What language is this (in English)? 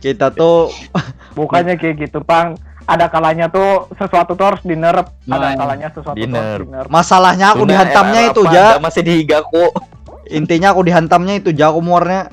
Banjar